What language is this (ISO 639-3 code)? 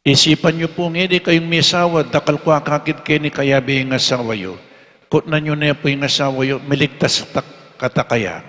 pam